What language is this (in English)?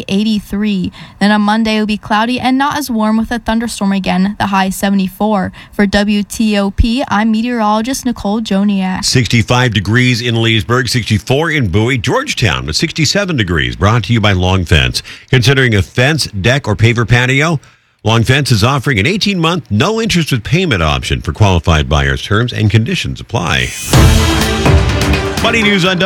English